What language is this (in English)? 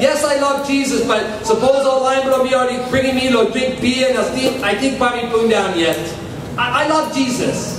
Tok Pisin